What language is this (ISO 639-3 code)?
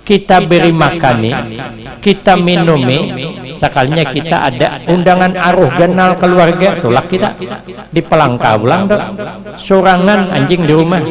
bjn